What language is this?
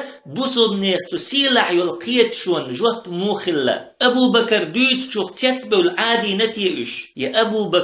Chechen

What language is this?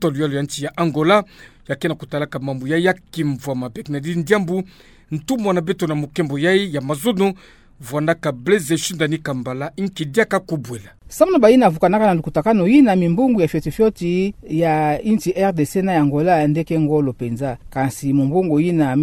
Kituba (Democratic Republic of Congo)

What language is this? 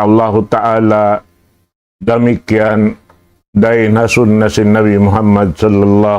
Tausug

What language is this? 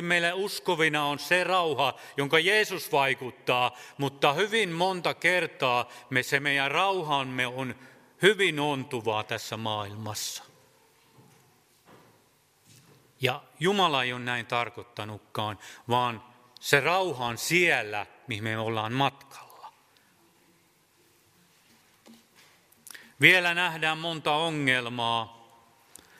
Finnish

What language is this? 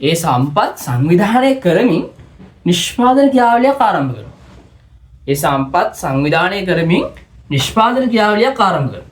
Sinhala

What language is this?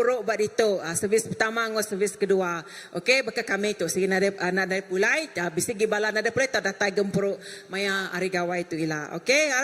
Iban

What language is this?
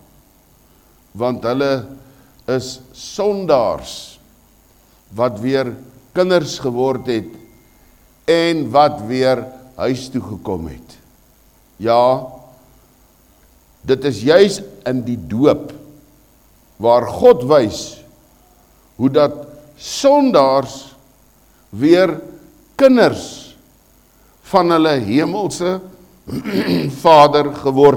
Afrikaans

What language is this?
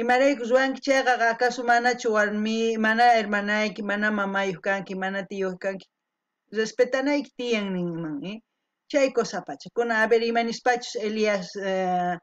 South Bolivian Quechua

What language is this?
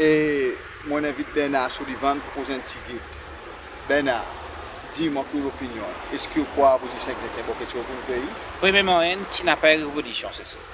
Seselwa Creole French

